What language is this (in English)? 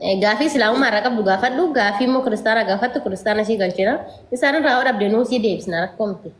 Oromo